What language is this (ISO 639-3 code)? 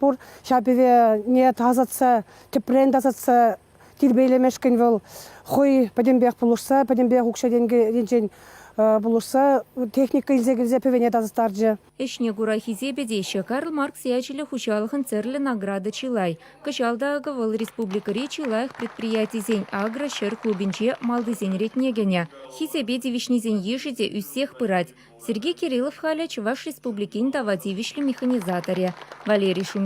chv